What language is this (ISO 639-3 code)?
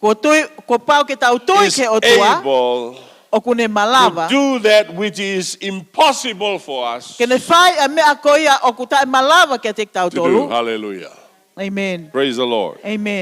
ton